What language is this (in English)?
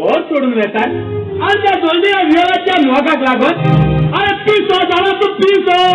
Konkani